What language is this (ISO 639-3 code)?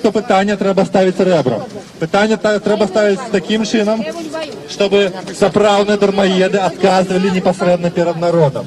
bel